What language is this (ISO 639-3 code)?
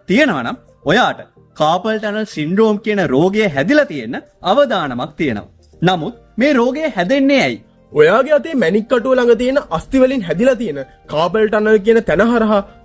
sin